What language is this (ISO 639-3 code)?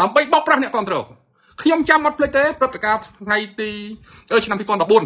khm